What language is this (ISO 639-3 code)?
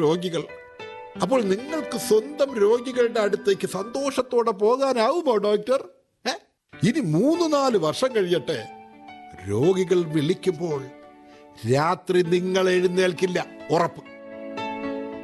mal